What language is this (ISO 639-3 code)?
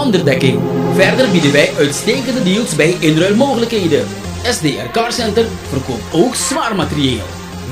nld